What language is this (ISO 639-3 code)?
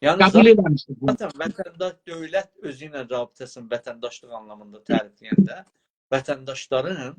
azb